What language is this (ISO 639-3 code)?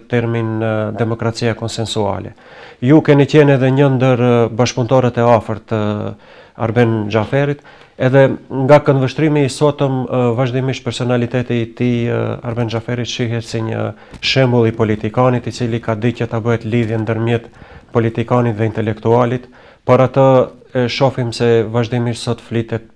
sqi